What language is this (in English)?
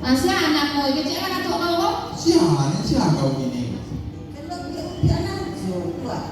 Minangkabau